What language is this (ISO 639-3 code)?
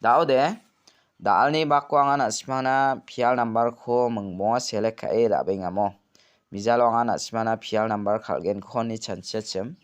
grt